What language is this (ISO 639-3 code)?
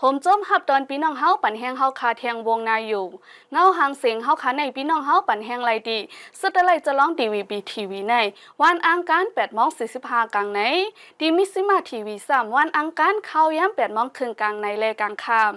lao